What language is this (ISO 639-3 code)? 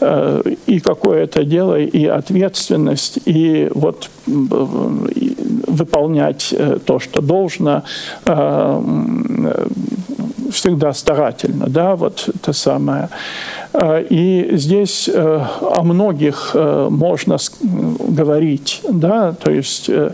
rus